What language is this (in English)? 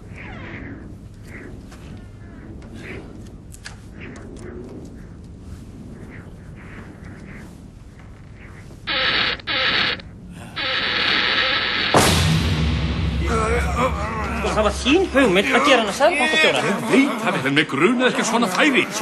Icelandic